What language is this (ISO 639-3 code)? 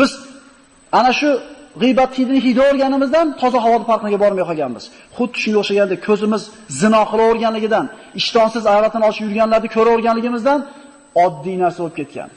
uzb